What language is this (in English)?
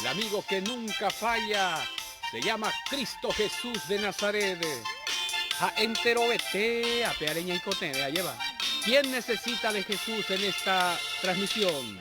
Guarani